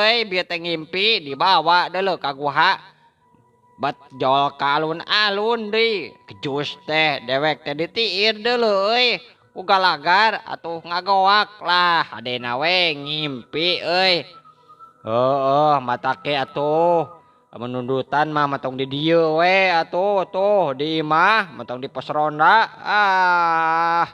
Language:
Sundanese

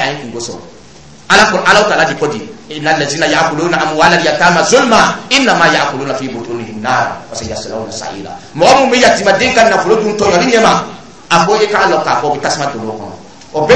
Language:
Dyula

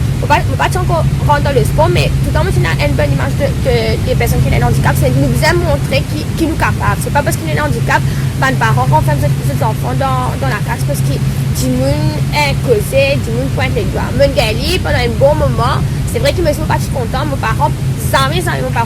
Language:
Morisyen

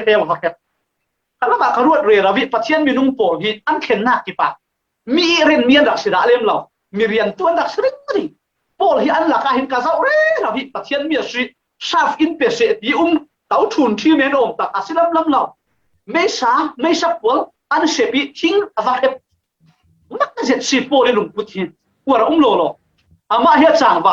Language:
Falam Chin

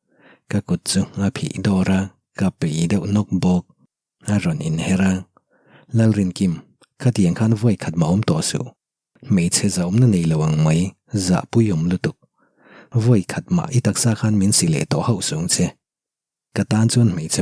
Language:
Mizo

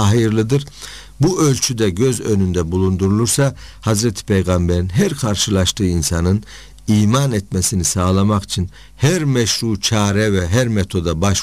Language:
Turkish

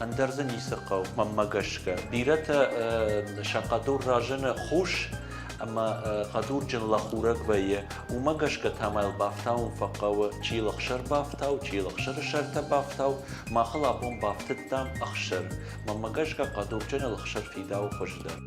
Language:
Ossetic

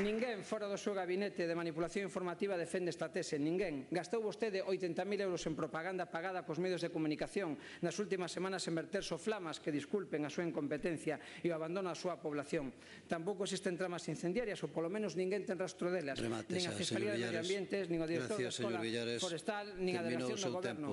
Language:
Galician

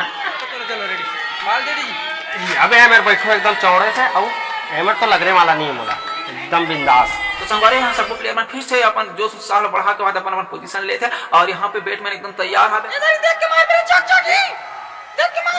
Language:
Chhattisgarhi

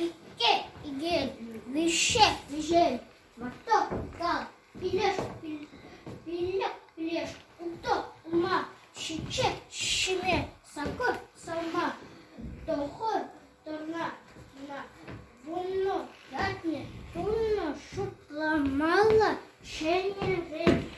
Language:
Chuvash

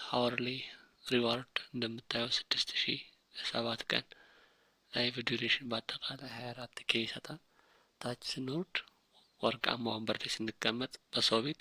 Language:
Amharic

